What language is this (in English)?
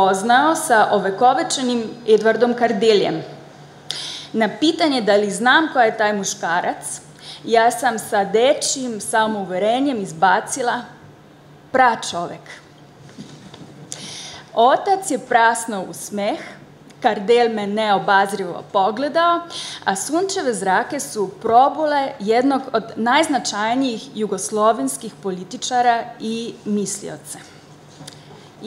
Croatian